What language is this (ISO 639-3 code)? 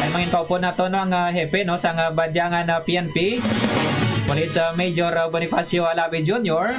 hil